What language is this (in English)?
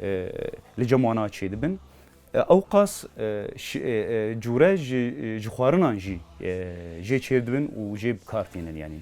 Kurdish